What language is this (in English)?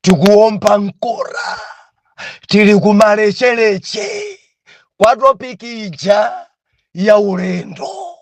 Nyanja